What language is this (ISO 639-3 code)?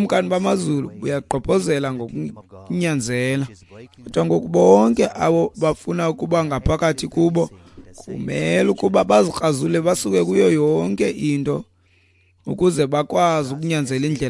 xho